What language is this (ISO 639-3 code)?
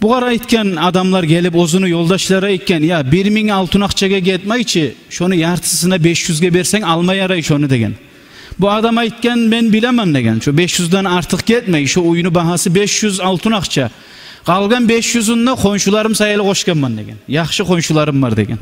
kum